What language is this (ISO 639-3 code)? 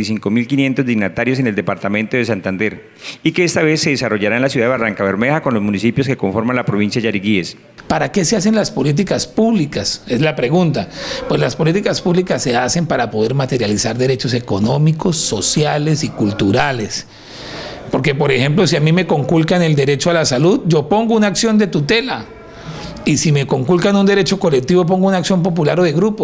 spa